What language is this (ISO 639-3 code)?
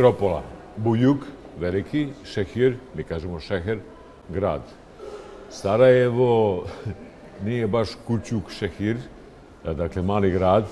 bos